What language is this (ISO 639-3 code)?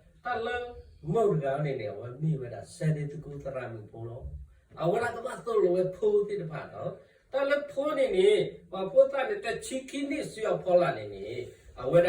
ksw